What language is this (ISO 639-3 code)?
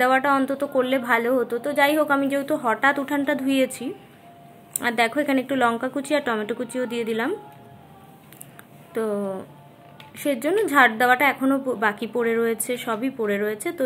ben